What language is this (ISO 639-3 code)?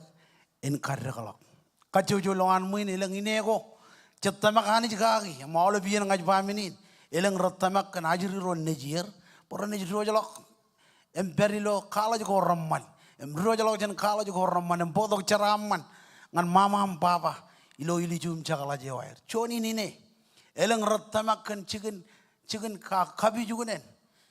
mah